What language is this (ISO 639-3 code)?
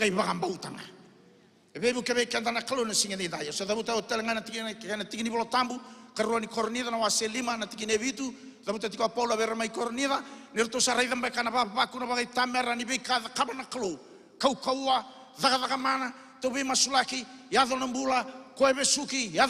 fij